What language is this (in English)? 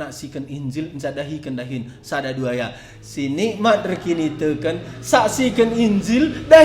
Batak Karo